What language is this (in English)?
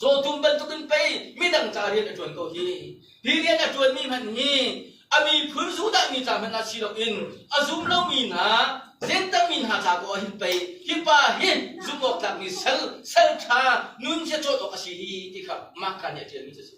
Hakha Chin